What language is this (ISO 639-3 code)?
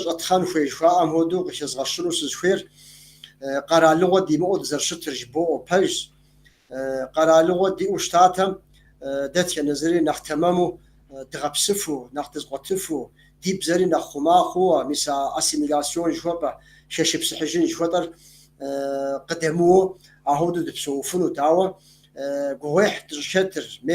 kbd